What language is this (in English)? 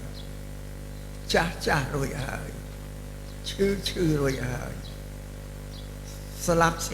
Khmer